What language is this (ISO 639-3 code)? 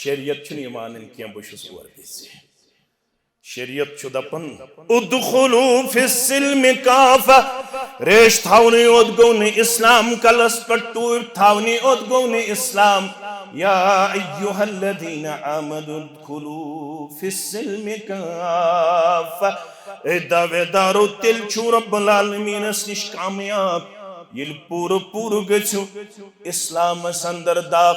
kas